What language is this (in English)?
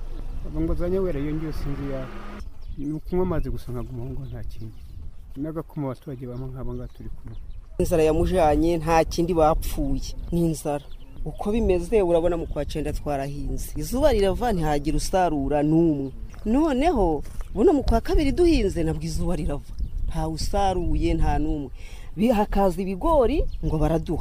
Kinyarwanda